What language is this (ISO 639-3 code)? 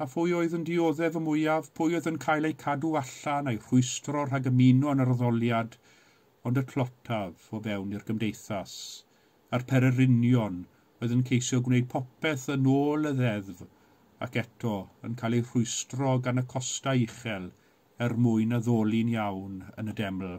cym